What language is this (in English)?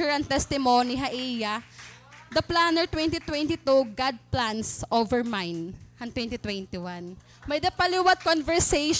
Waray